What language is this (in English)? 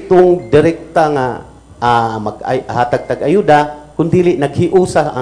Cebuano